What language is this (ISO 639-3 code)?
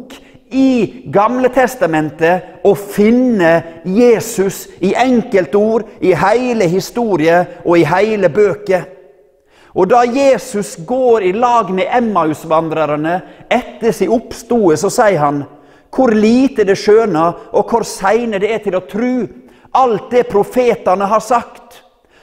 nor